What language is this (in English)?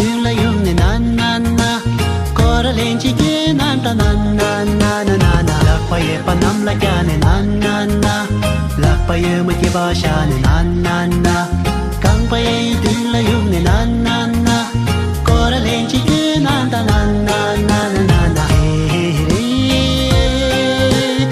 Bimoba